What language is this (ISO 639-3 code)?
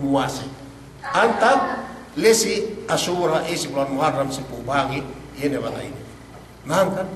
yka